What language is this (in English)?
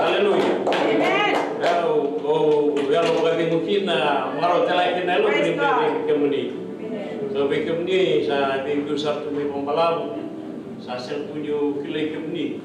Fijian